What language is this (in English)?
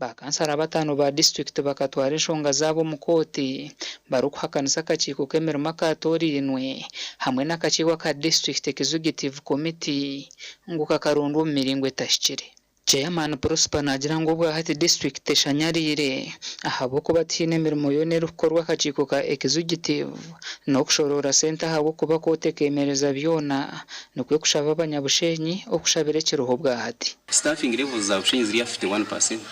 Nyankole